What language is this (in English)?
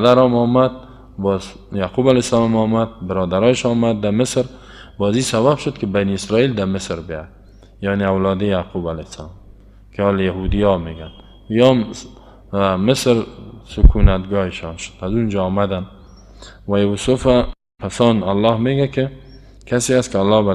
Persian